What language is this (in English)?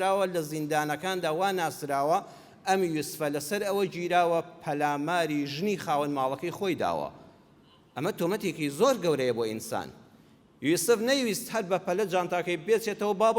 Central Kurdish